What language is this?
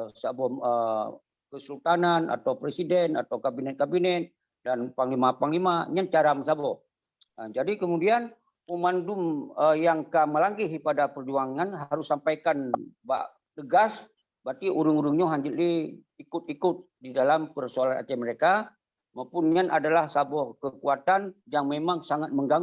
Achinese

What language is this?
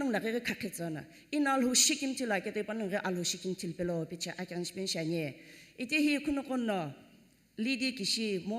Sumi Naga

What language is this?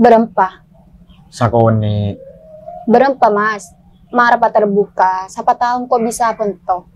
Madurese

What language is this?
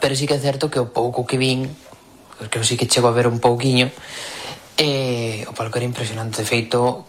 Galician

